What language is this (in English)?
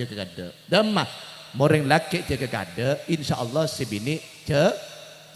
Madurese